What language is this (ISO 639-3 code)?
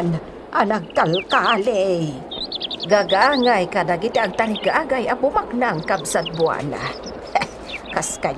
ilo